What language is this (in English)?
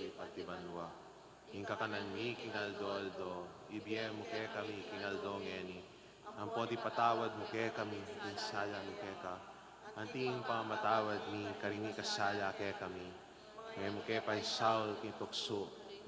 Pampanga